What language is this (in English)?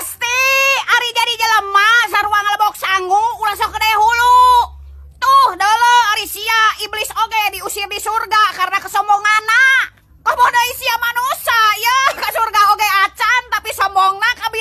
Sundanese